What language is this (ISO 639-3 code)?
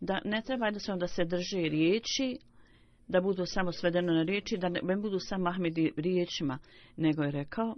bos